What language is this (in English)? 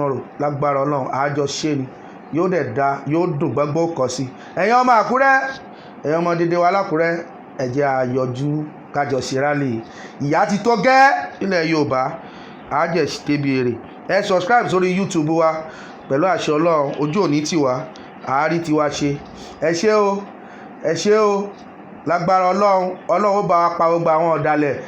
Yoruba